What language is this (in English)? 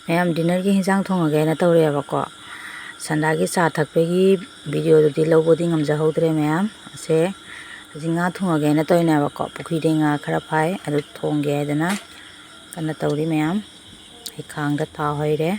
Manipuri